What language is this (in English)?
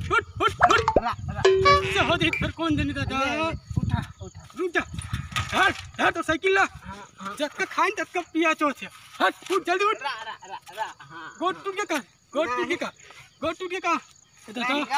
Chhattisgarhi